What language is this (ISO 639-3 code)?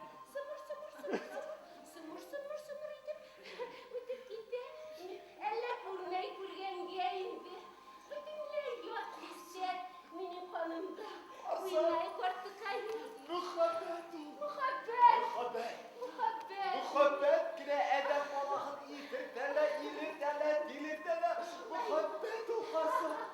bak